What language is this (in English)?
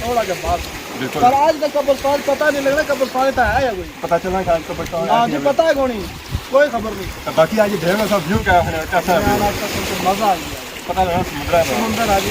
Pahari-Potwari